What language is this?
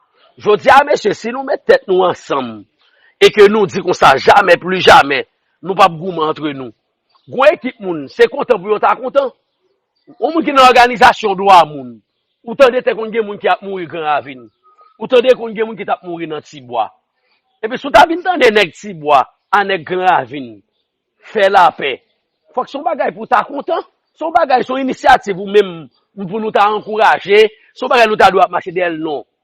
Haitian Creole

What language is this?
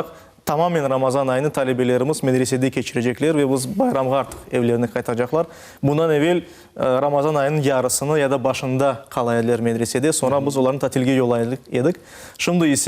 Crimean Tatar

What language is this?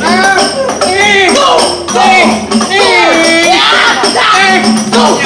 Betawi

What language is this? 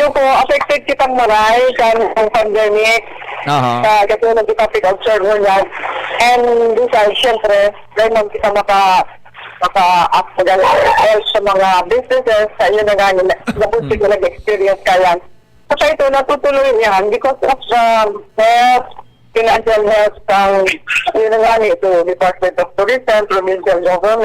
Bikol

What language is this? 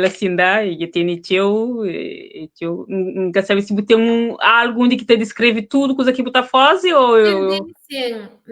Kabuverdianu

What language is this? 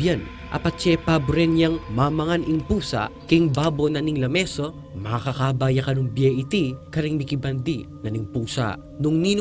Pampanga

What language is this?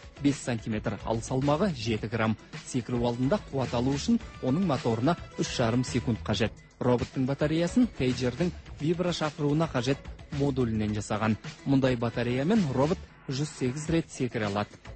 Kazakh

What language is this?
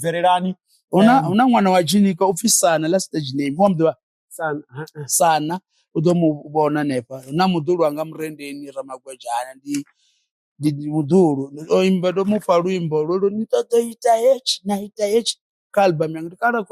Venda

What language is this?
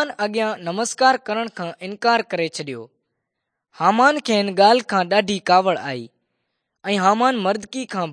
Sindhi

